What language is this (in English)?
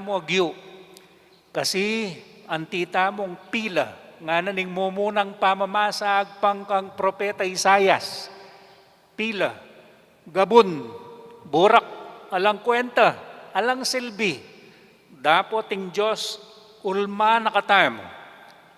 Pampanga